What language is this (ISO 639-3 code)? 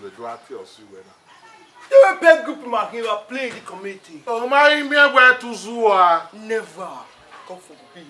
bin